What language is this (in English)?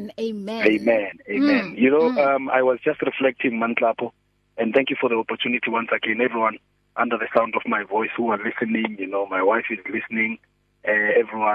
English